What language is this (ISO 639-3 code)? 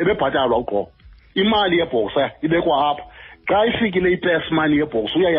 xho